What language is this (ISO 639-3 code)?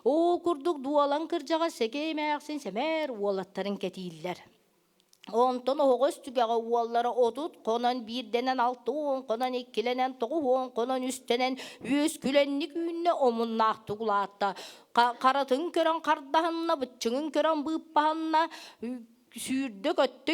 sah